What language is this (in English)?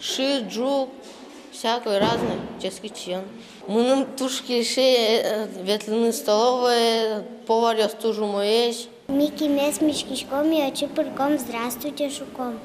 Udmurt